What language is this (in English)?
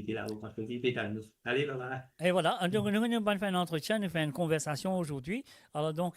Morisyen